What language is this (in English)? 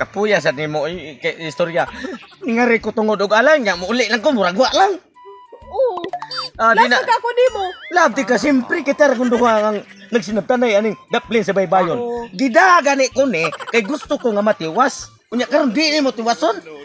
Cebuano